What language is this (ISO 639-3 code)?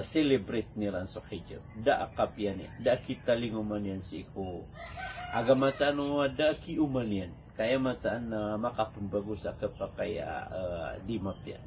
mrw